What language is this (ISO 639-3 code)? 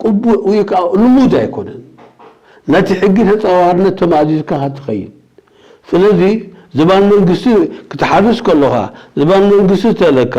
tir